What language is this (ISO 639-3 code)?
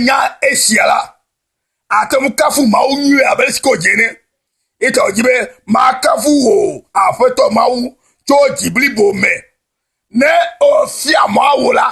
ewe